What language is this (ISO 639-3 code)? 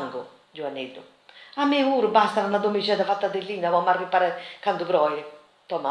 srd